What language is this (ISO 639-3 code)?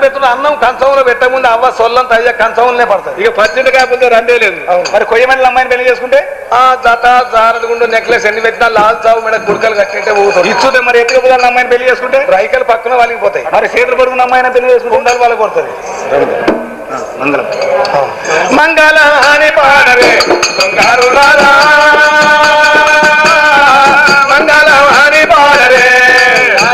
tel